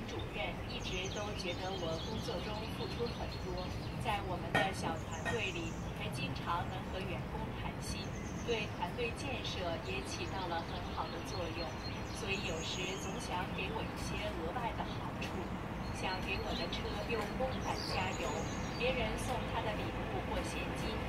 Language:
Chinese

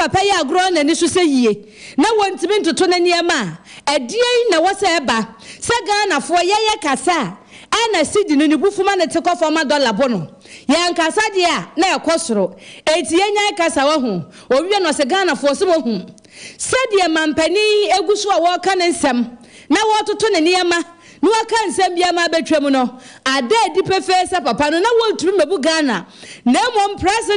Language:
Akan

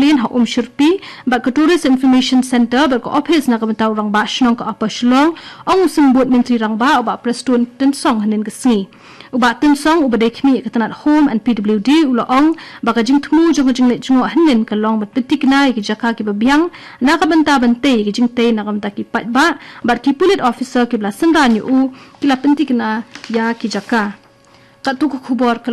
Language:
Khasi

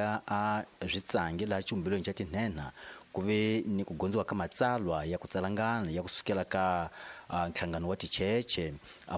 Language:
Tsonga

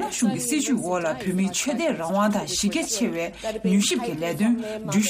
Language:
Tibetan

